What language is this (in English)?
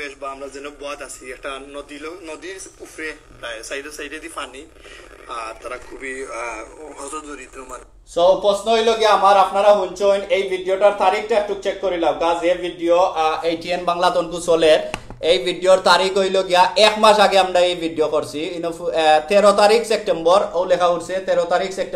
Sylheti